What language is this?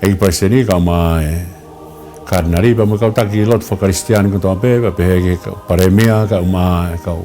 Tongan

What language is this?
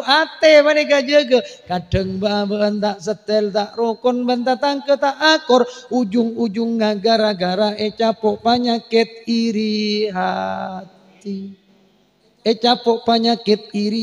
Madurese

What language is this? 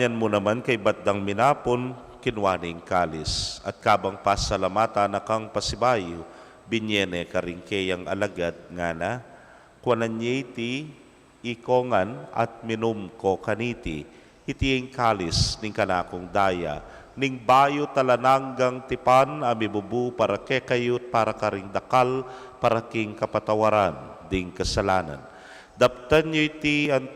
Pampanga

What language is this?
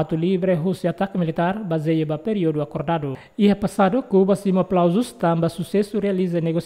Tetum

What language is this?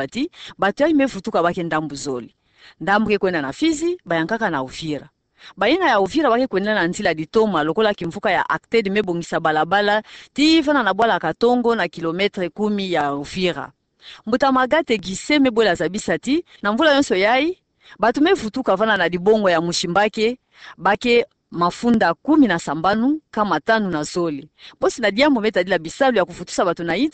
Kituba (Democratic Republic of Congo)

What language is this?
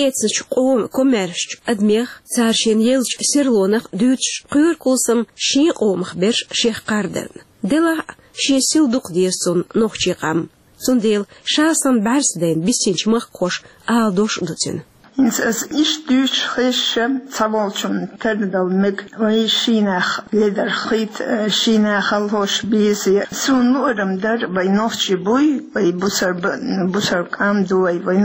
Chechen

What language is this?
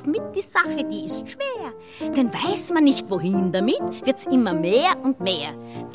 German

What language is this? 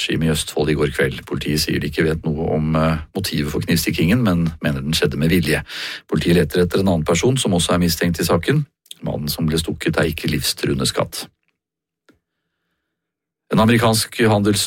Norwegian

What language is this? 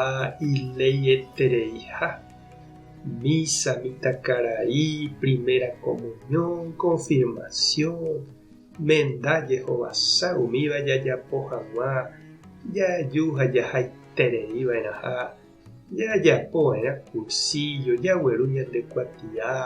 Guarani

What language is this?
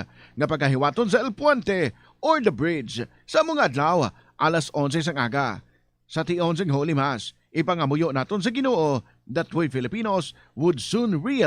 Hiligaynon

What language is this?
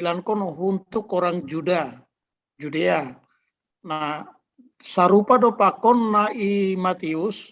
Batak Simalungun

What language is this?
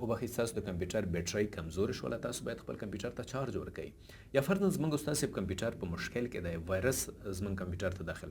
Pashto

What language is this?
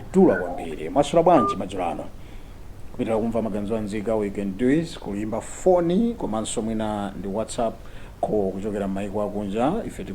Nyanja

